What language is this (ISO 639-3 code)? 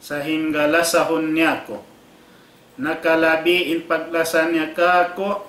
tsg